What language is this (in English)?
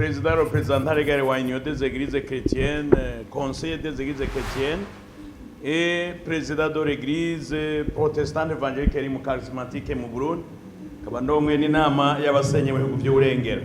Rundi